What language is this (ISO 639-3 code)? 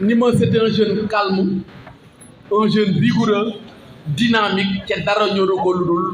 wol